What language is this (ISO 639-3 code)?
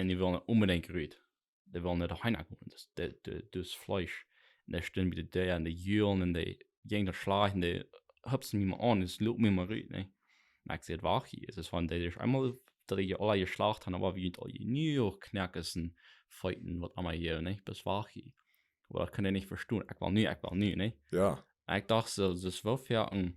pdt